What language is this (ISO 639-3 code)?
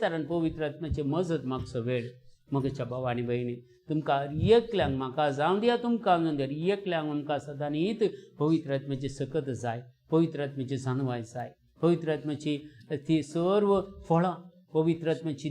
kok